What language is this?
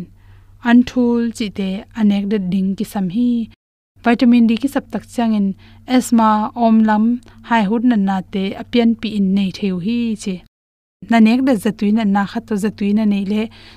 Tedim Chin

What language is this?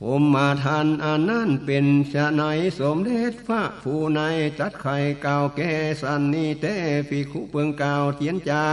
Northern Thai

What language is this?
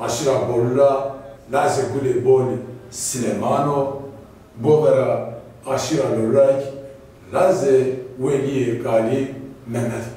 Zaza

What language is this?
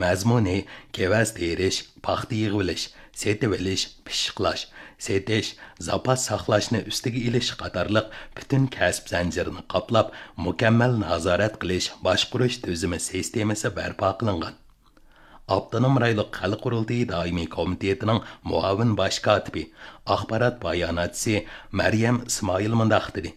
Uyghur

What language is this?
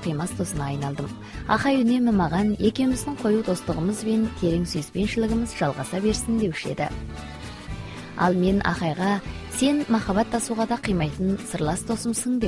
Kazakh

